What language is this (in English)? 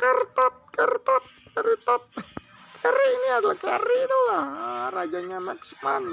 Banjar